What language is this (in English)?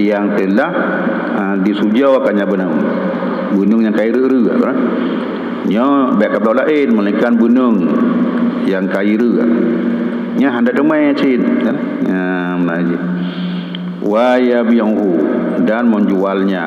Achinese